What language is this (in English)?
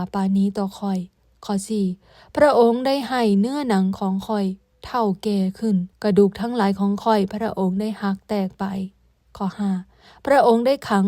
Lao